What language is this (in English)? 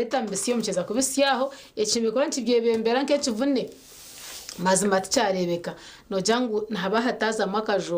Nyankole